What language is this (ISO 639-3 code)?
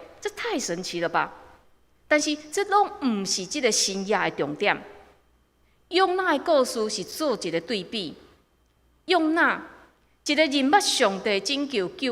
nan